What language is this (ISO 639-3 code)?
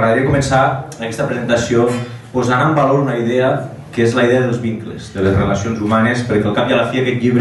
cat